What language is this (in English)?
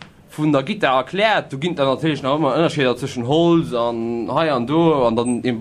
Luxembourgish